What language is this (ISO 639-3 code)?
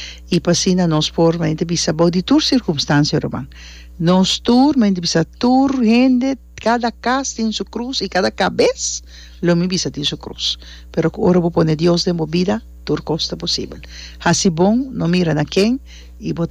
pap